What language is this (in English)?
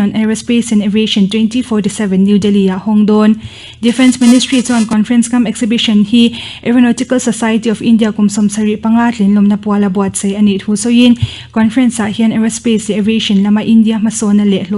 Mizo